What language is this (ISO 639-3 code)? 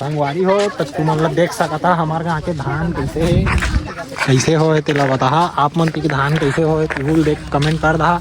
hne